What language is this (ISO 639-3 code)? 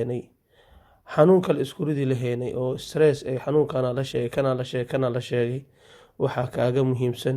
som